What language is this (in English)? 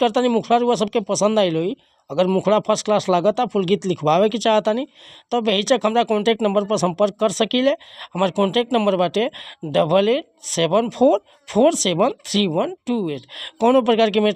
Bhojpuri